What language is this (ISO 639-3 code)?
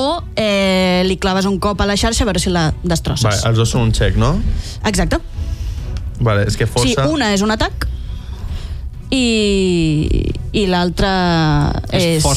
cat